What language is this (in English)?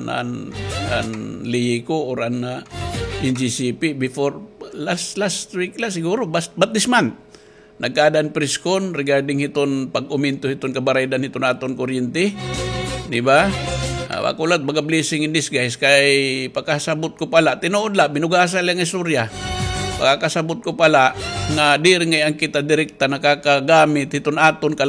Waray